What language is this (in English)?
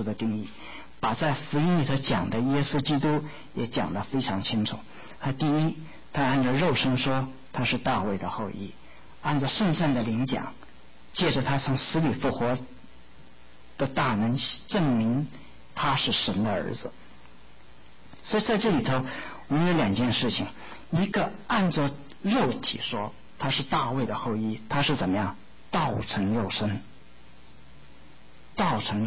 Chinese